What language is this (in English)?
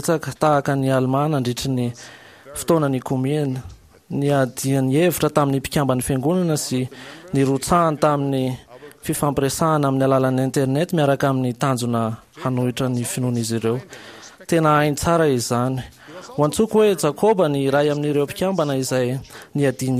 Malagasy